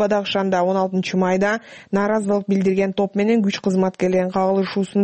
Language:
Kyrgyz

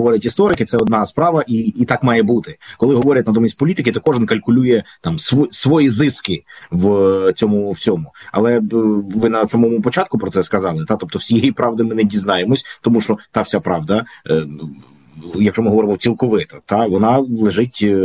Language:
Ukrainian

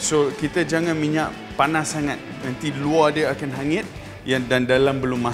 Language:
Malay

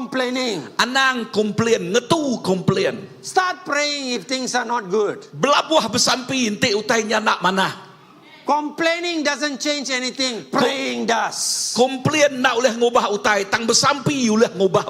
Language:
Iban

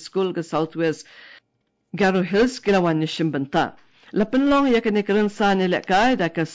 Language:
Khasi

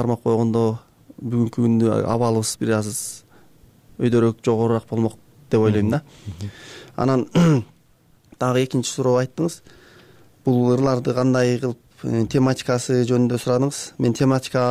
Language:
Kyrgyz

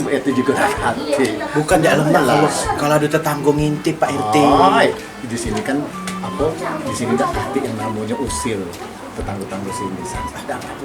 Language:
Musi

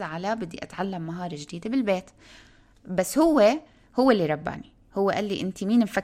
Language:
North Levantine Arabic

